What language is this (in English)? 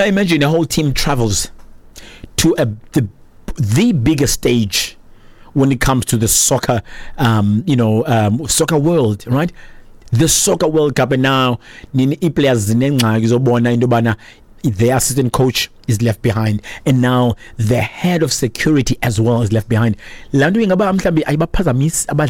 Xhosa